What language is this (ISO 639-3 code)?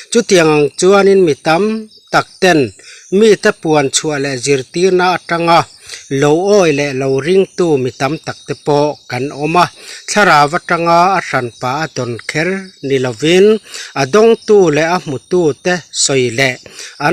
lus